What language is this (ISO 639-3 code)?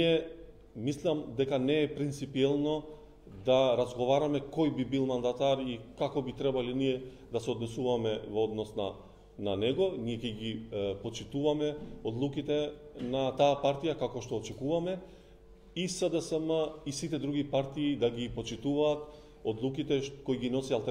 mkd